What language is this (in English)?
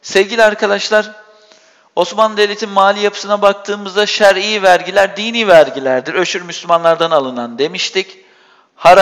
Turkish